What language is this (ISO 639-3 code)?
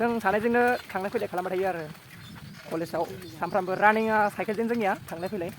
brx